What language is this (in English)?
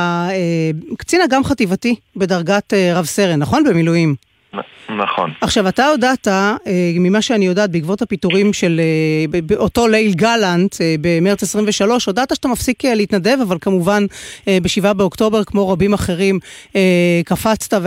Hebrew